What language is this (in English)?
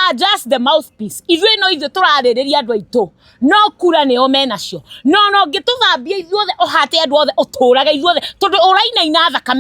Kikuyu